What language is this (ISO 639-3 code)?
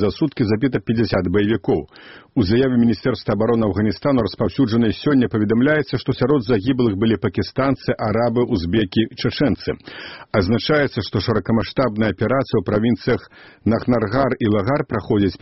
bel